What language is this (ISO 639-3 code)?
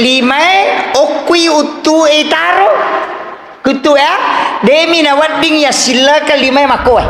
bug